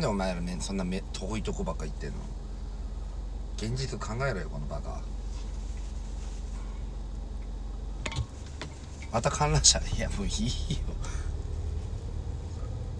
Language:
Japanese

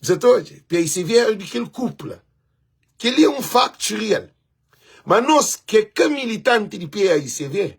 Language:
Kabuverdianu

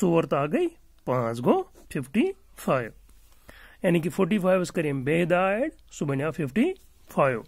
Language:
Kashmiri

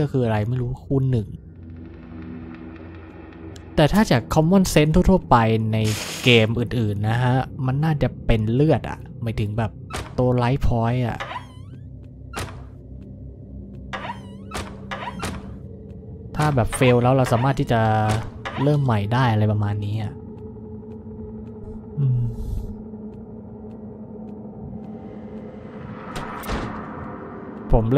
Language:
Thai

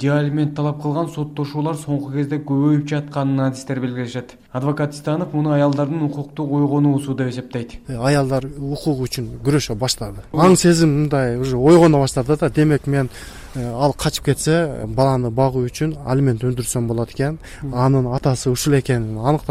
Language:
Kyrgyz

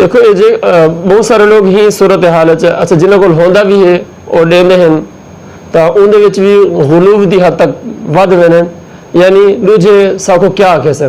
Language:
Saraiki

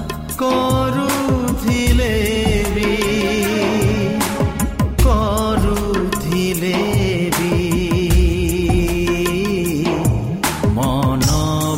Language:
Odia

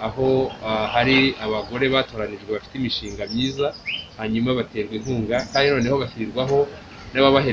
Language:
Kinyarwanda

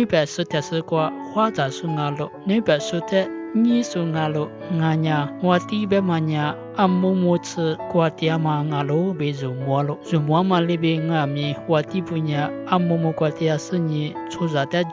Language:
Lisu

